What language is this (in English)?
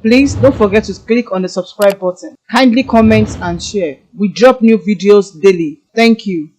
Yoruba